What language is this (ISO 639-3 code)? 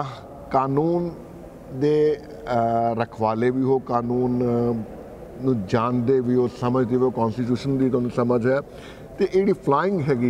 pan